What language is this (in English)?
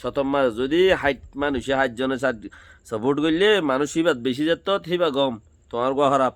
Rohingya